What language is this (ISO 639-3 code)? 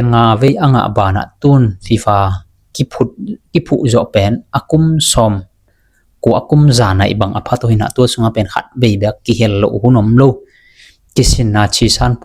ctd